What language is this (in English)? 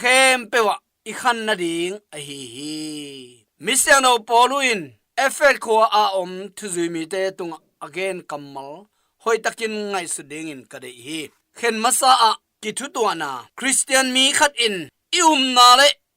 Tedim Chin